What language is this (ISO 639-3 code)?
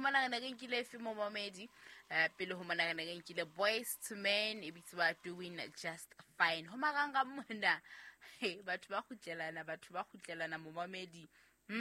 sot